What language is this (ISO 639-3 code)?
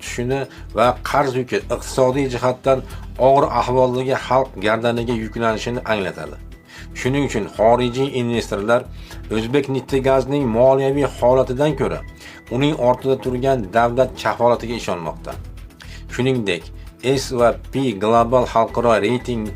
uzb